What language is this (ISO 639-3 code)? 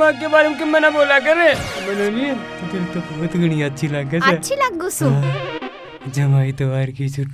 bgc